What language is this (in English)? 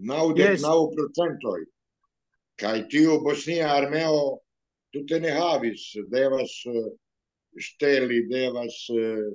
Esperanto